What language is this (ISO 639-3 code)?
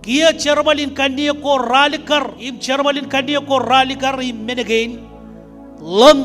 mah